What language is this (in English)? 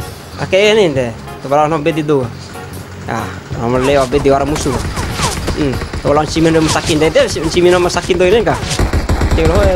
Bima